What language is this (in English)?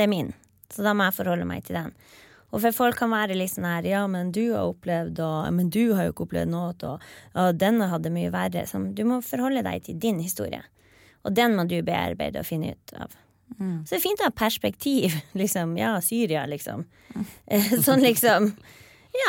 Norwegian